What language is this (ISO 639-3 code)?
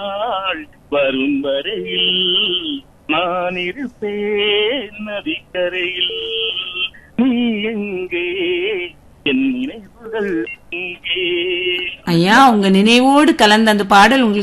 tam